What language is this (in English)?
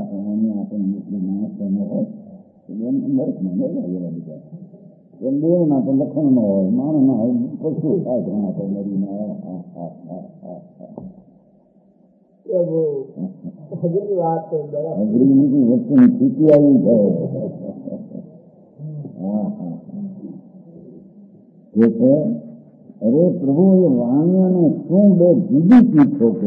Gujarati